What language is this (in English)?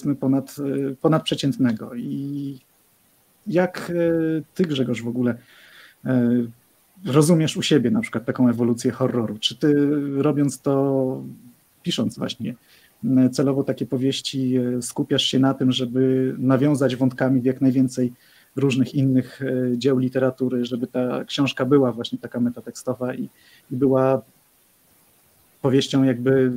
Polish